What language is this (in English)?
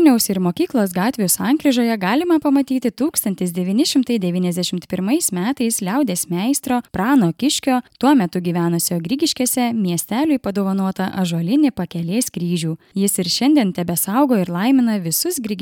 Lithuanian